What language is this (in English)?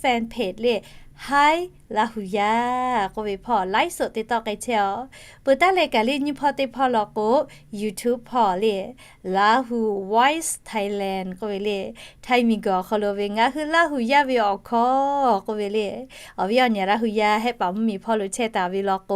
Lahu